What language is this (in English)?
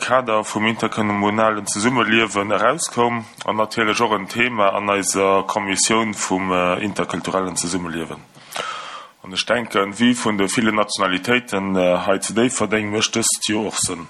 Luxembourgish